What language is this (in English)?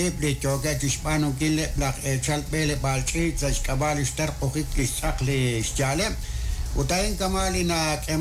Kekchí